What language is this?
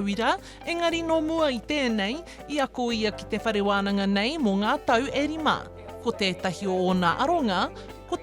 Māori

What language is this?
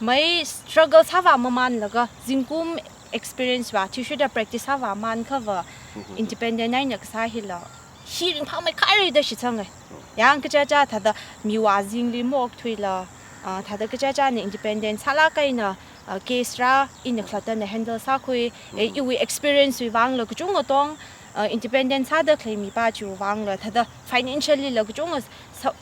Tangkhul Naga (India)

